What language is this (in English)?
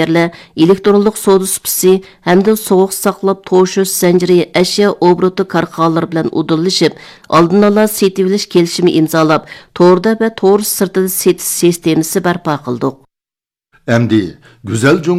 Uyghur